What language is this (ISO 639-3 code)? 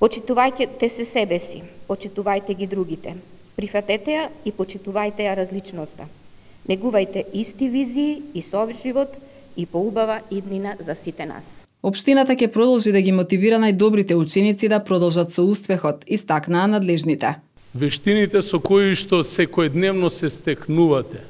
mkd